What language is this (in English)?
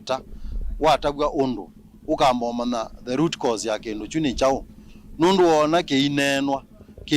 Kamba